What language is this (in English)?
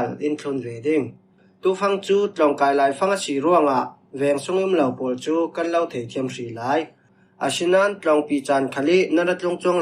Falam Chin